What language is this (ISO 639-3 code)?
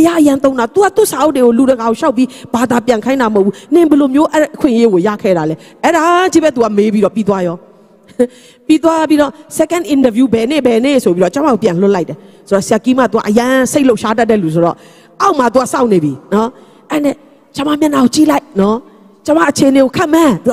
mya